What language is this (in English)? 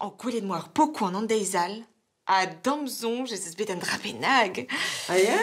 Breton